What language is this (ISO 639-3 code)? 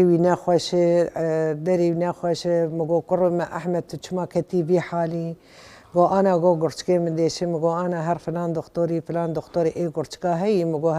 kur